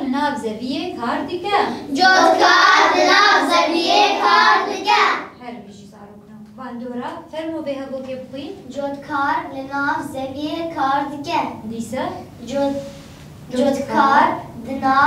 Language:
Kurdish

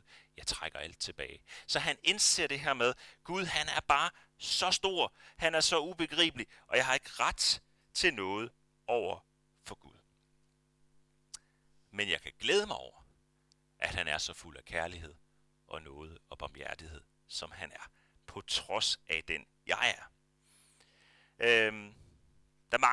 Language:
Danish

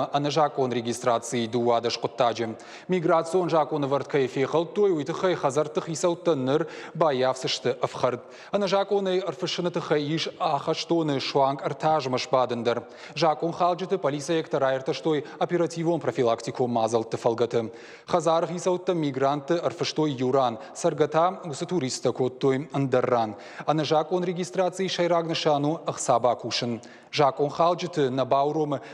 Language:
Ossetic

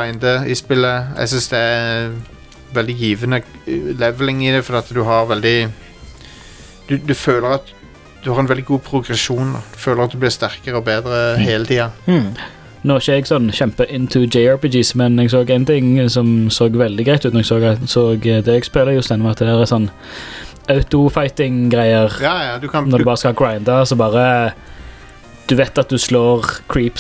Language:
Norwegian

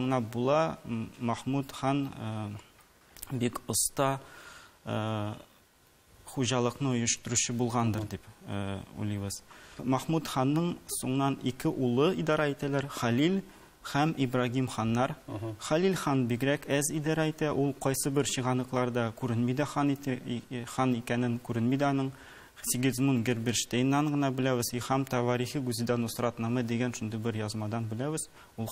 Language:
Tatar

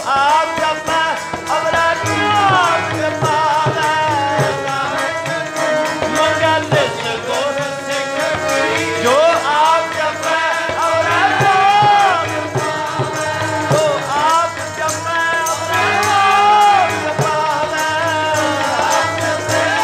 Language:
Punjabi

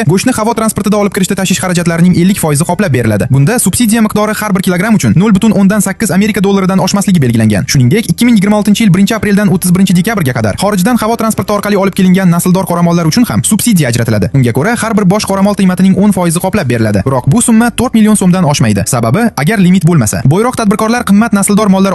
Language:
Uzbek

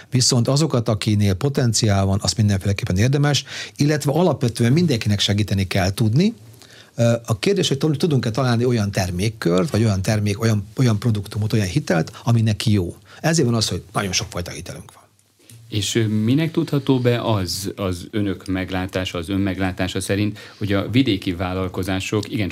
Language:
Hungarian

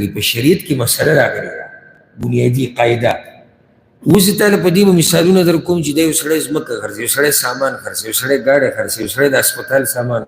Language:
Pashto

